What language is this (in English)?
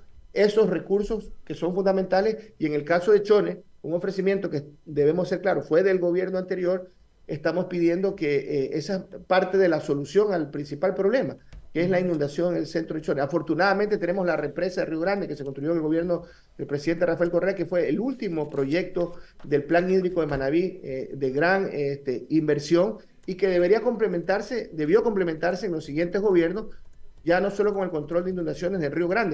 Spanish